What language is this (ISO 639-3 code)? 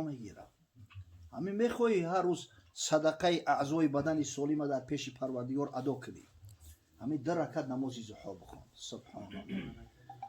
tgk